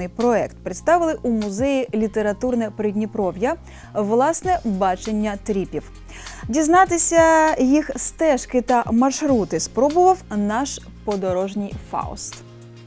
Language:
Ukrainian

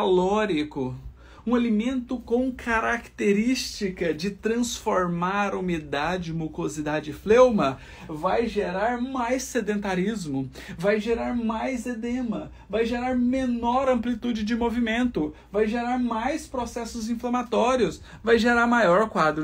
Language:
Portuguese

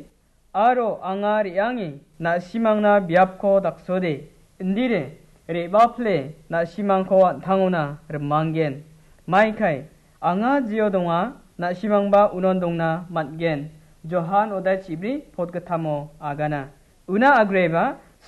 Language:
Garo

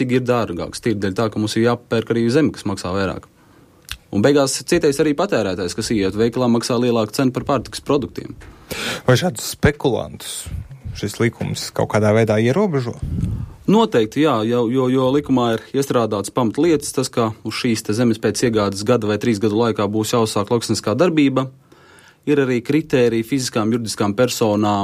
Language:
Latvian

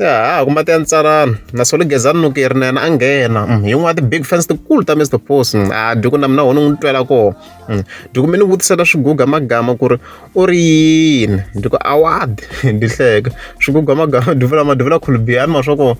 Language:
Tsonga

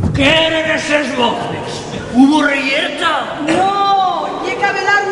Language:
Asturian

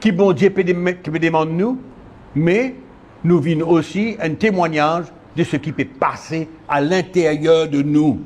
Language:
Morisyen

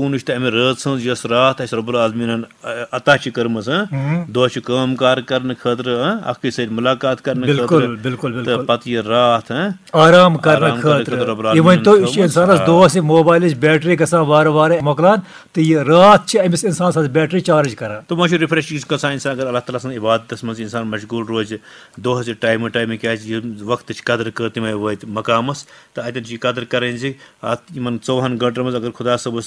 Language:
Kashmiri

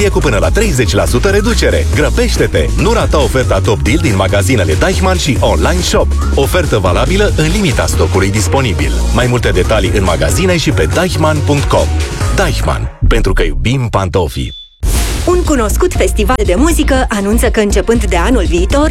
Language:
Romanian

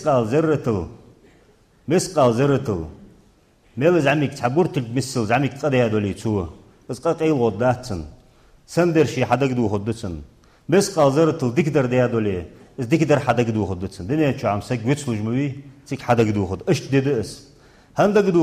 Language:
Ingush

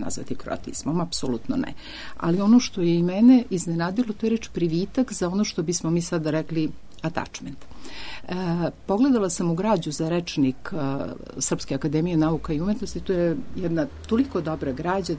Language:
Serbian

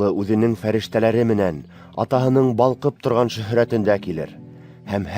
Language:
Bashkir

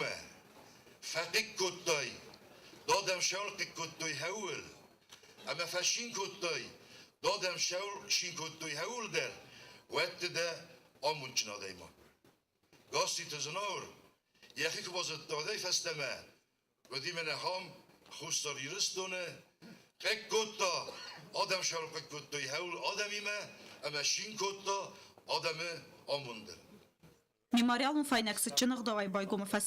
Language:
Ossetic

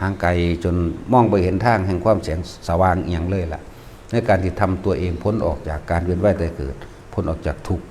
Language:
Northeastern Thai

